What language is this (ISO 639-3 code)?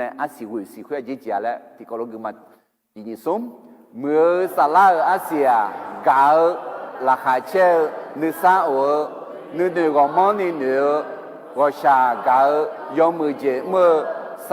ahk